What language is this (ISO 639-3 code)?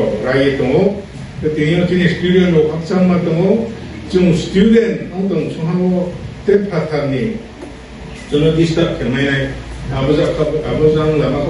ria